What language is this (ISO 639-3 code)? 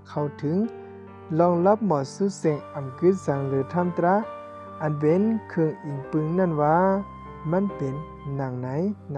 shn